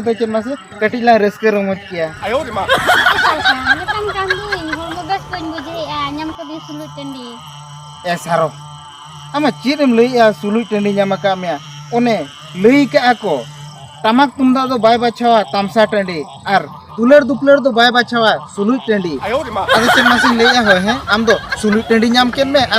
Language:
Santali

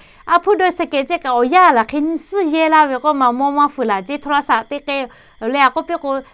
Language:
Lahu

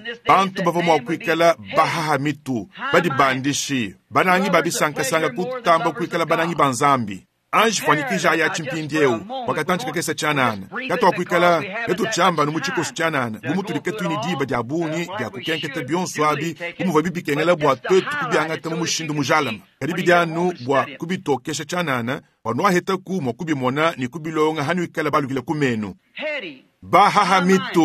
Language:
Luba-Lulua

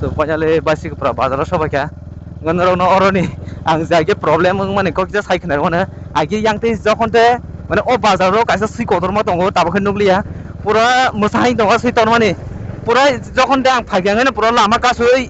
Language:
Kok Borok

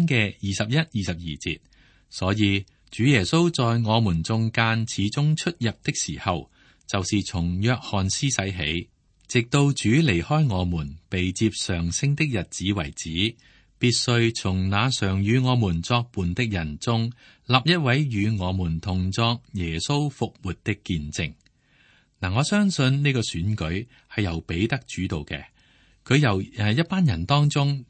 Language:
Cantonese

